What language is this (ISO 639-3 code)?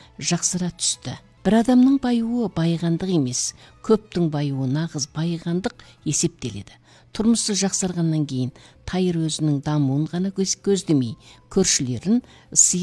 kaz